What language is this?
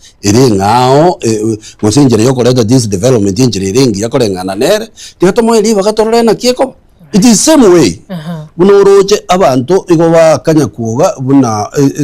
Gusii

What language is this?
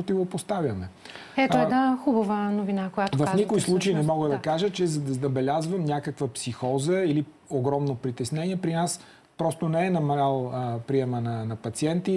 Bulgarian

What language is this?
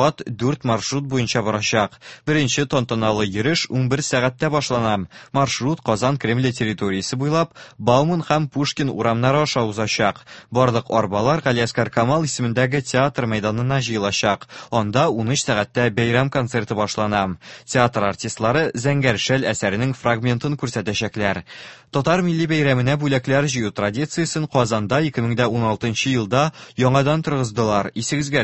Tatar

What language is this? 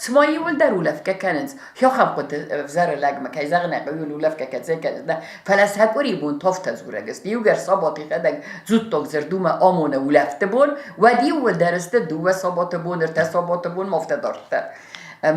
Ossetic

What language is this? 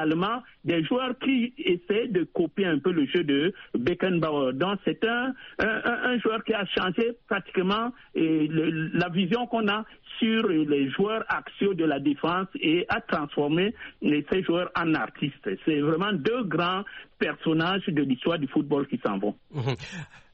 French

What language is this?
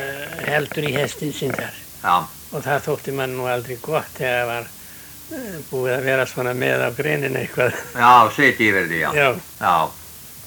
Icelandic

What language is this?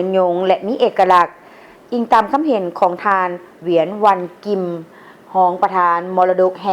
Lao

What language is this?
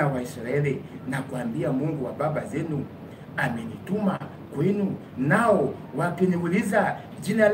Swahili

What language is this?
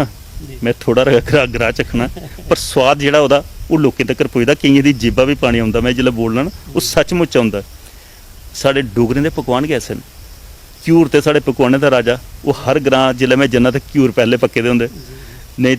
Dogri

